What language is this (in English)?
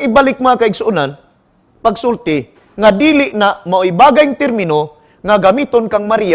Cebuano